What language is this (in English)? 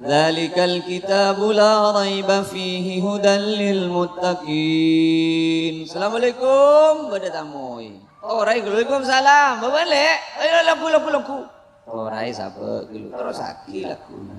Madurese